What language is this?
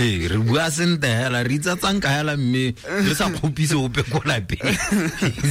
Tswana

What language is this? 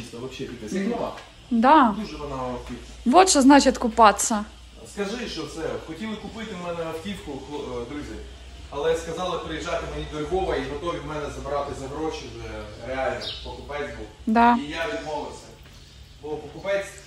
Ukrainian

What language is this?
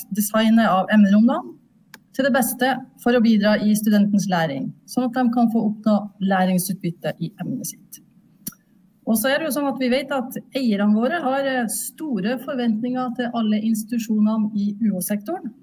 Norwegian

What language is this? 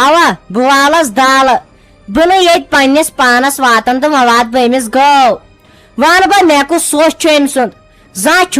Kashmiri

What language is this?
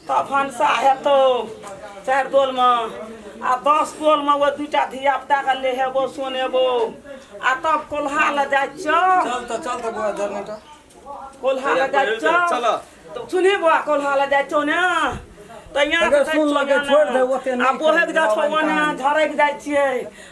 Maithili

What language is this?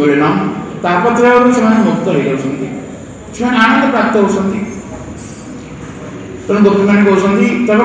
Odia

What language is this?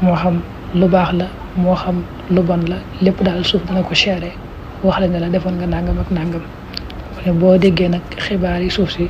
Wolof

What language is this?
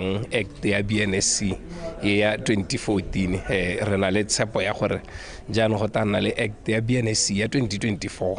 Tswana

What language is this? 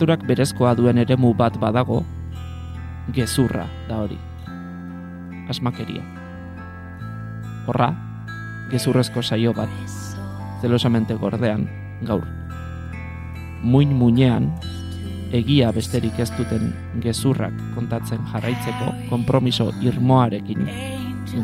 Basque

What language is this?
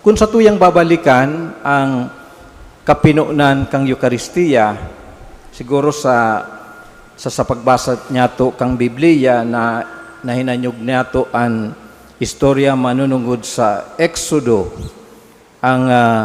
Bikol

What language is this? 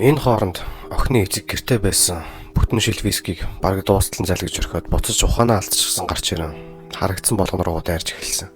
Mongolian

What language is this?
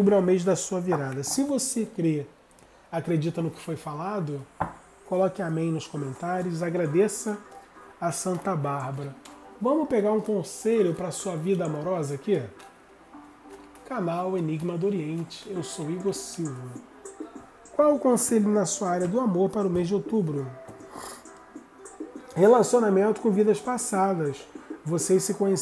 Portuguese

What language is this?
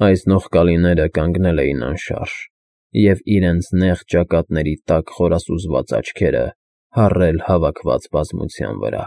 Armenian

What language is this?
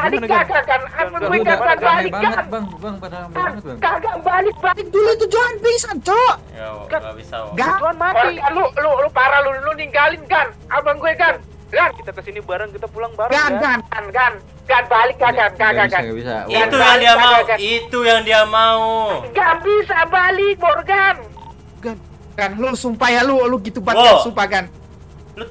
Indonesian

